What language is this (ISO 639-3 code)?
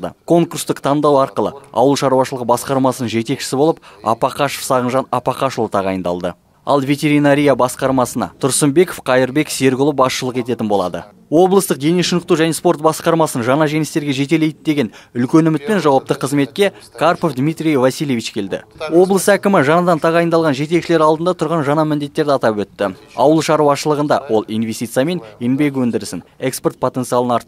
kaz